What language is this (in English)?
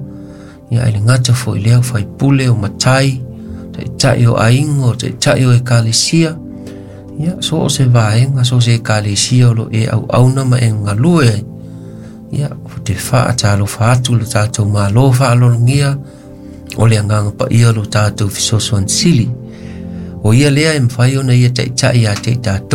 Samoan